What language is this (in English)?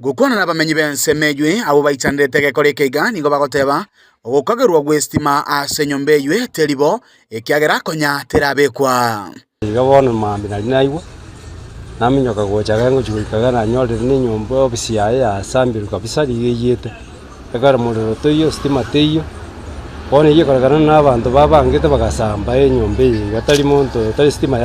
Gusii